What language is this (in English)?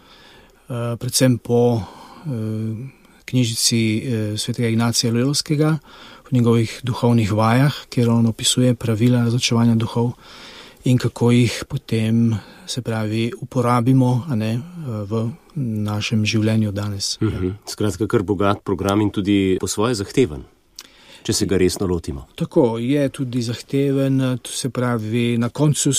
Slovenian